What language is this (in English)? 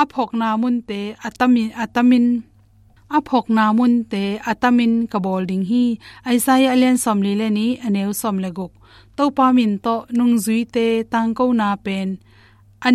Tedim Chin